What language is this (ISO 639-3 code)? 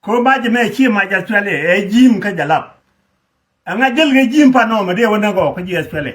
nus